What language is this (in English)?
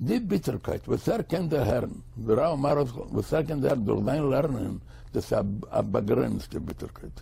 Yiddish